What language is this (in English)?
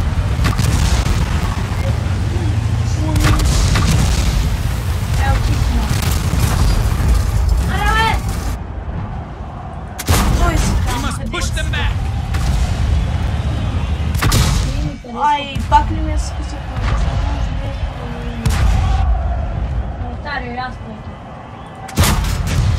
Bulgarian